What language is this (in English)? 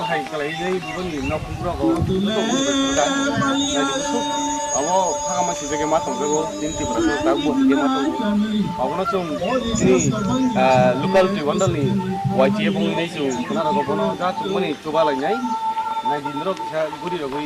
Kok Borok